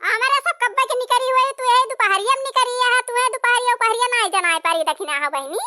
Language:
Awadhi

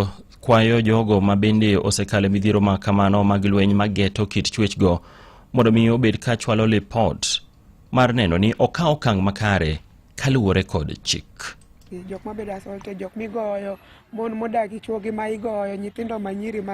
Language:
Luo (Kenya and Tanzania)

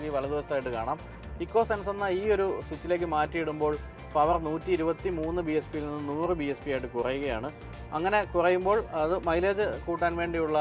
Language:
Malayalam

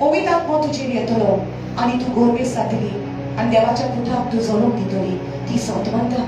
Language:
Konkani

